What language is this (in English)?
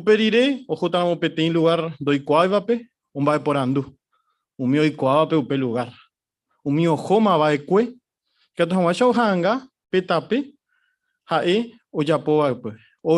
Guarani